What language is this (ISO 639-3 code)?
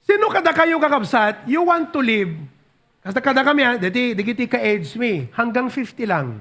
ilo